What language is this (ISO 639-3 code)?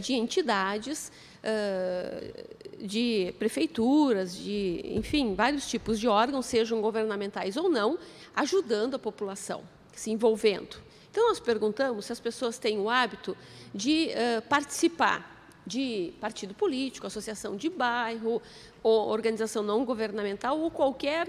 por